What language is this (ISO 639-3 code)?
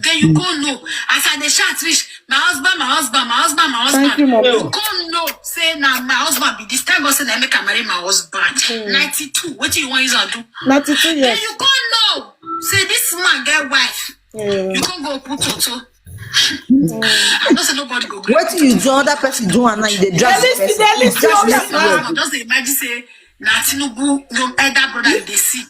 pcm